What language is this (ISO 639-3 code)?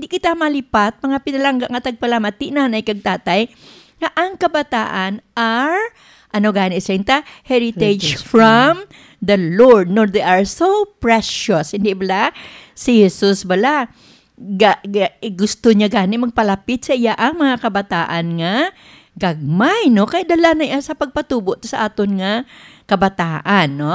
hil